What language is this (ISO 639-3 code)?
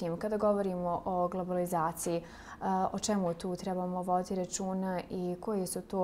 bos